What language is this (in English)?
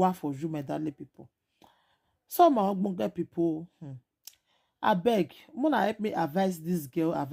Nigerian Pidgin